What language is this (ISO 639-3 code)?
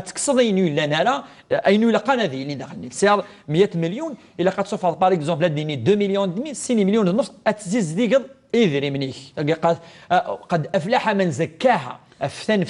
kab